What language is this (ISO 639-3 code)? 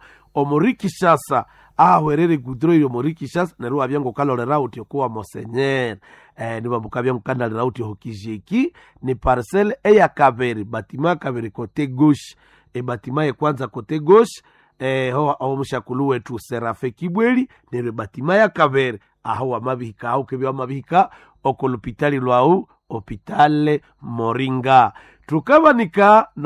nnb